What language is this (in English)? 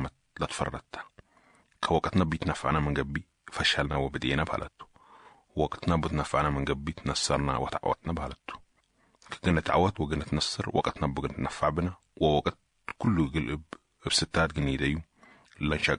Sudanese Arabic